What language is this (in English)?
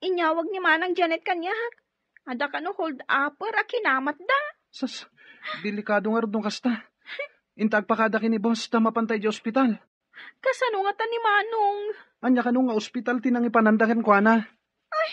Iloko